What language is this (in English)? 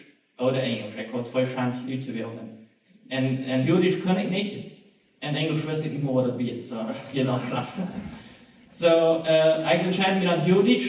Plautdietsch